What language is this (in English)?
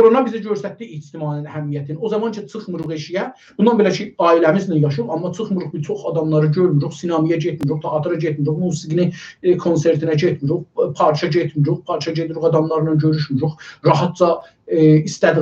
South Azerbaijani